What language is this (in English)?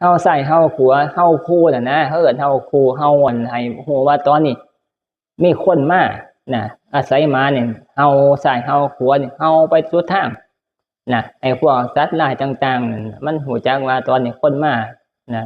Northeastern Thai